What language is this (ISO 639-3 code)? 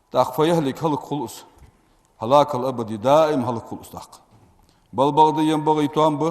inh